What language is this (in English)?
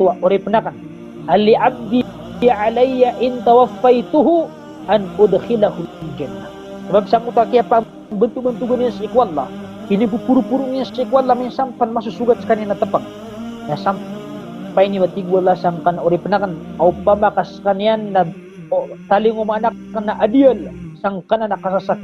Maranao